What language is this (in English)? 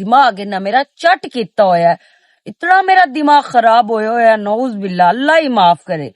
Western Panjabi